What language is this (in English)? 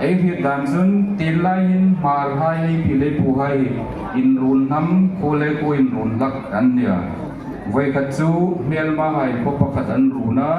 Hmar